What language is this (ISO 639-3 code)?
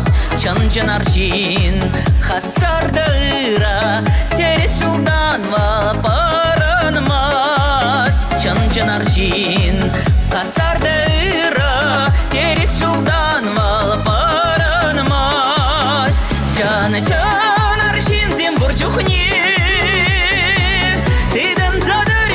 chv